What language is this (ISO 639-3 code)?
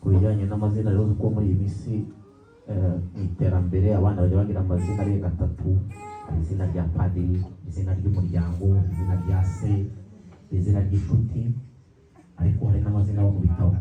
kin